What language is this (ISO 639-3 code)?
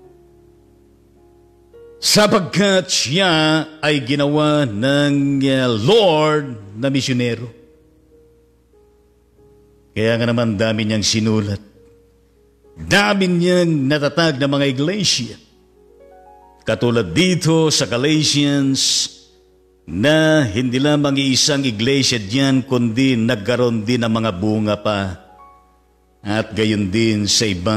fil